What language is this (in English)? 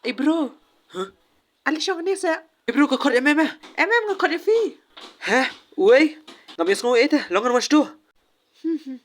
Khasi